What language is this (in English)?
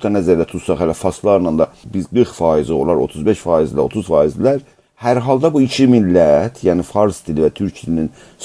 South Azerbaijani